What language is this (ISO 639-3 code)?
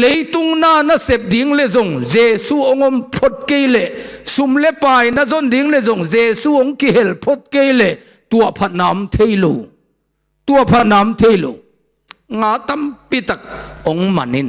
ctd